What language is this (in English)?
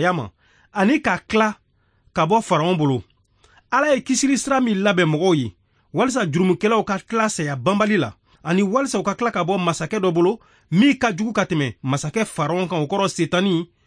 Bambara